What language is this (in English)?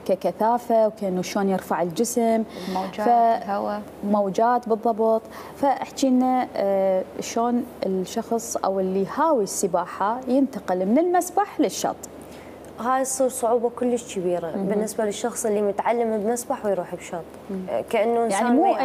Mesopotamian Arabic